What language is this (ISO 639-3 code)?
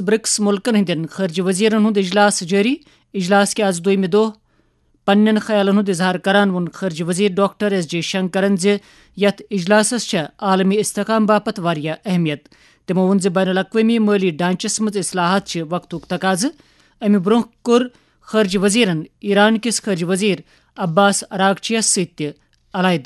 kas